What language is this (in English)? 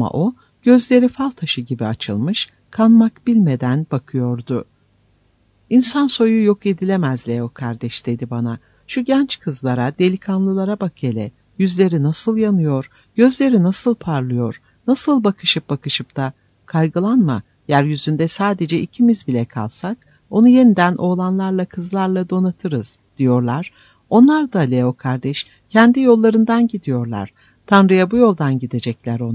Turkish